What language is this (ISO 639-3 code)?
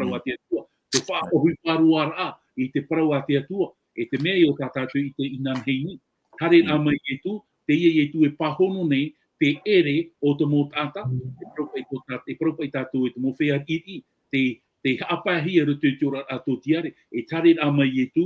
tah